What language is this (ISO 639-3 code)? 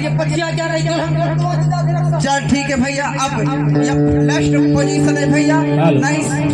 hne